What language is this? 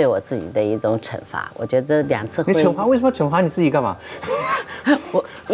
Chinese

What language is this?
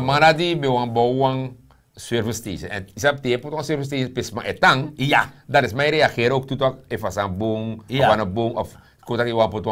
Sranan Tongo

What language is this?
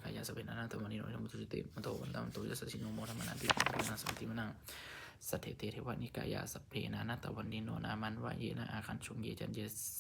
Pali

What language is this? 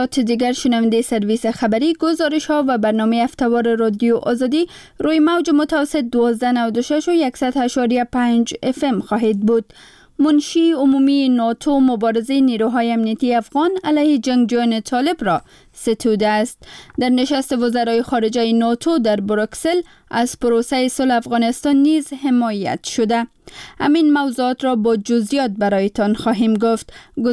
Persian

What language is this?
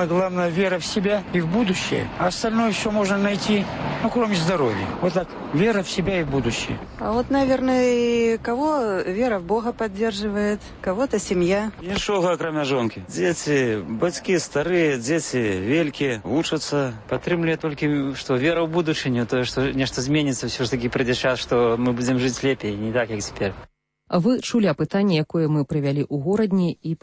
Belarusian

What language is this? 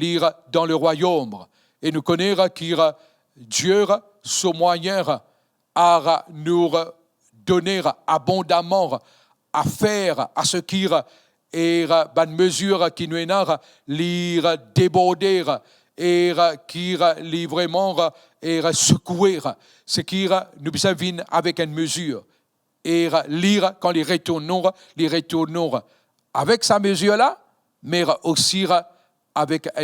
Morisyen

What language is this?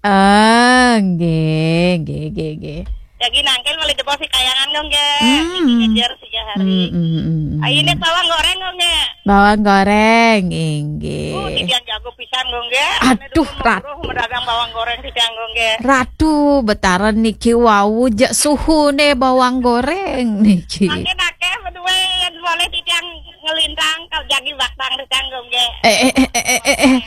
Balinese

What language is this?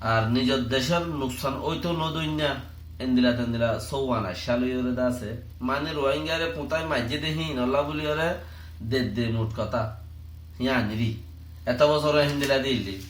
Rohingya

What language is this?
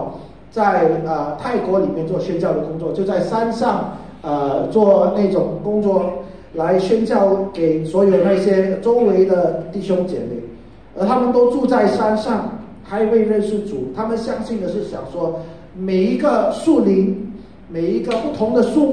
Chinese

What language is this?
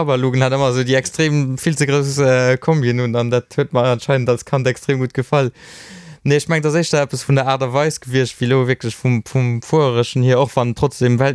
Luxembourgish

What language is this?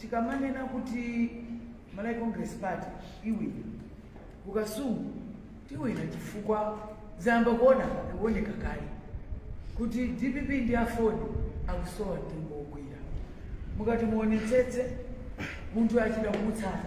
Nyanja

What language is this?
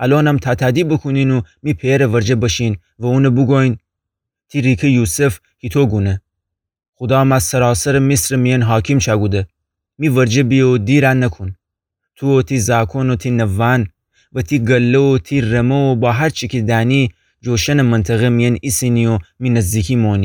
Gilaki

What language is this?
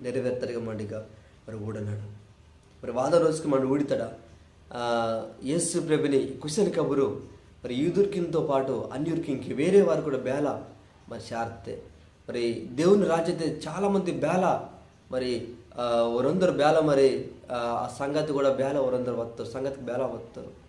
Koya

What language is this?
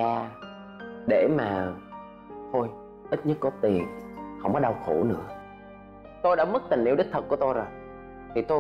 Vietnamese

